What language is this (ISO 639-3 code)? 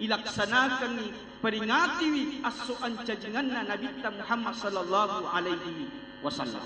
bug